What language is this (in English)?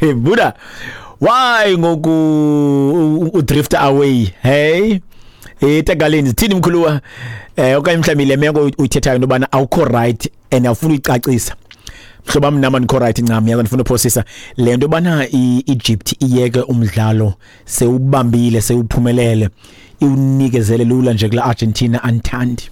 Xhosa